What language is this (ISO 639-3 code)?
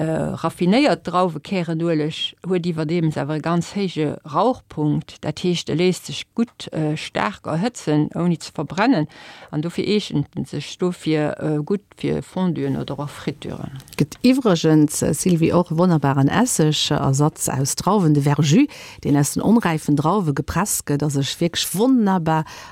ltz